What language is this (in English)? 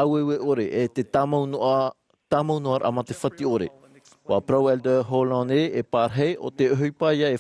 Tahitian